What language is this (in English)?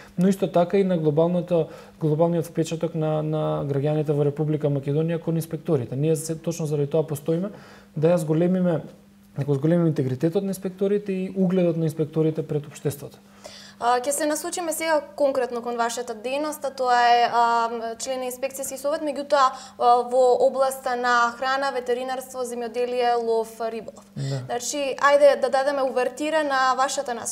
Macedonian